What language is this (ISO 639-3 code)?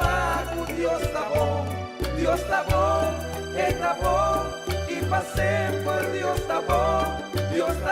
pap